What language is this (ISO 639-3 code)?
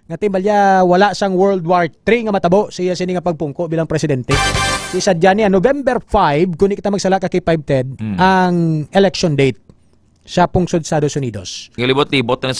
hil